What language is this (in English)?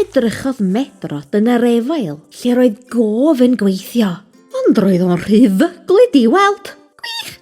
Welsh